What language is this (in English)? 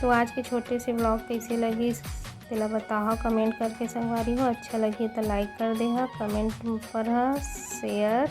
Chhattisgarhi